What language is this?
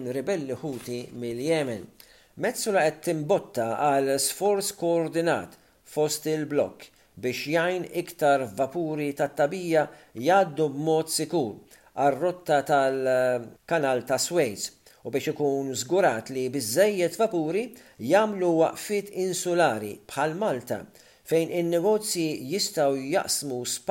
Maltese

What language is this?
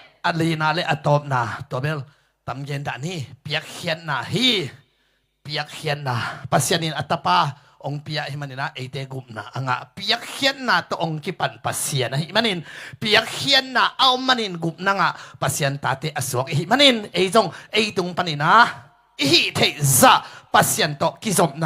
Tedim Chin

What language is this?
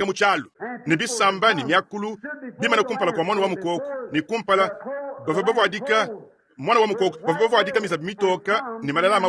Luba-Lulua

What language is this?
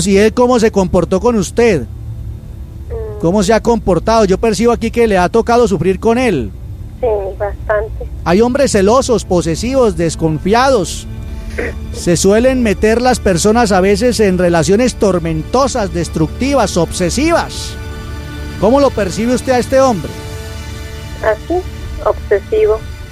Spanish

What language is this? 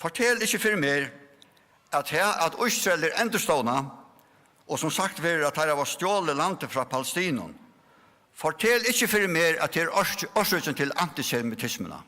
Faroese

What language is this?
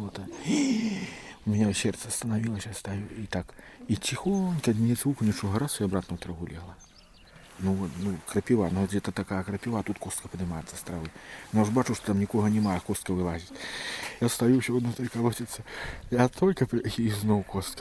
Belarusian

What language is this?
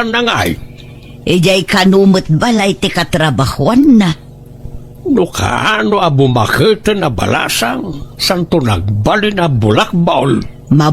Iloko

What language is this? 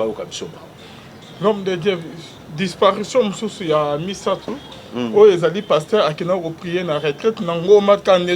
Lingala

